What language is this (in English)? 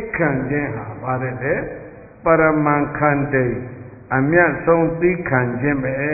Burmese